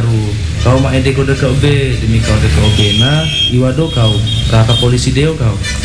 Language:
Indonesian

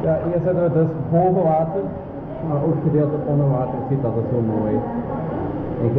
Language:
Dutch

